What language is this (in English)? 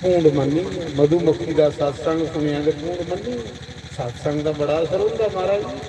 Dogri